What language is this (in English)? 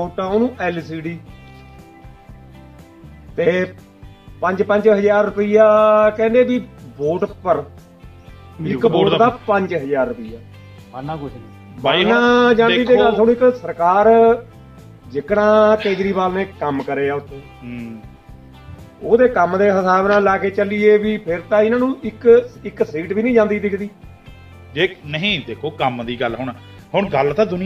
Punjabi